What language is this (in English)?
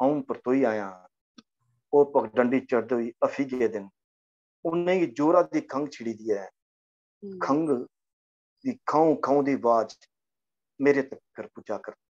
Dogri